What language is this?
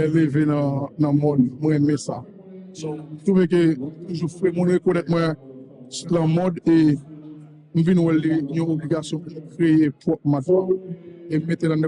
Haitian Creole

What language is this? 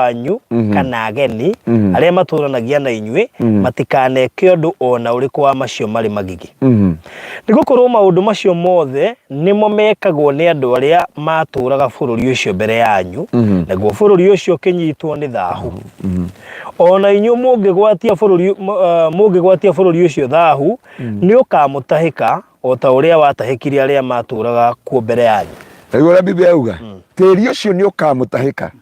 Kikuyu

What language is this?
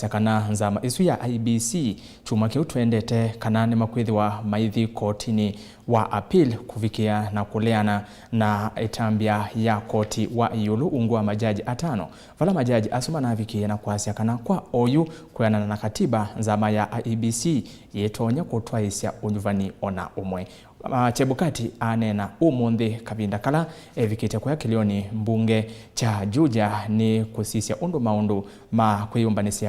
Kamba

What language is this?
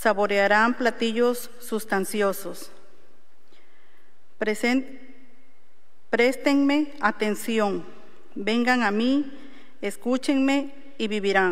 Spanish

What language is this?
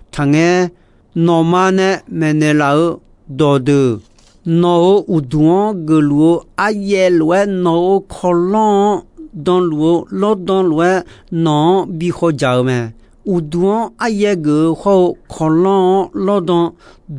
Akha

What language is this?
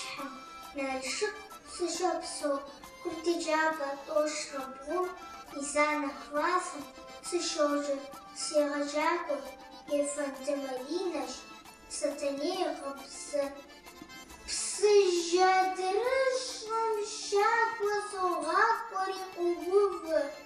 Kabardian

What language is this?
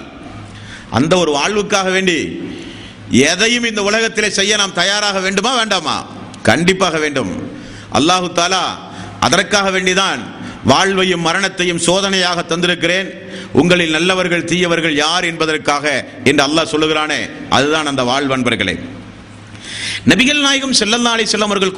Tamil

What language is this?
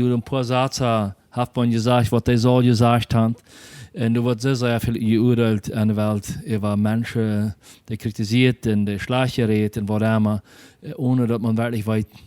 Plautdietsch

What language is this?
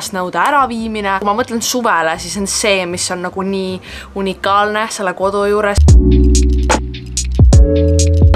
Estonian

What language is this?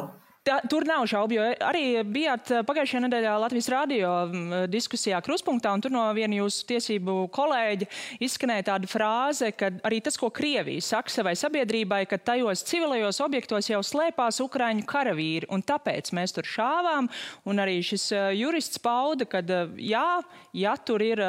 Latvian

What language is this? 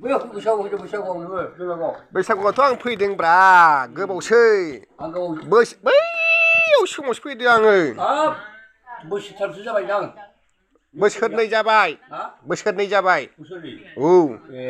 Bodo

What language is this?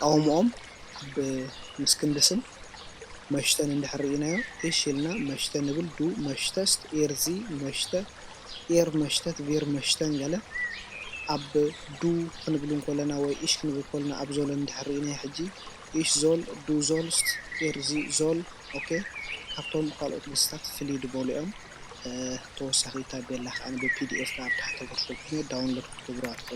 Tigrinya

